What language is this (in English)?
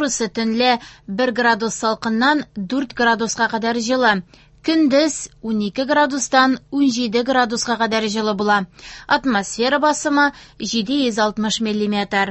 Tatar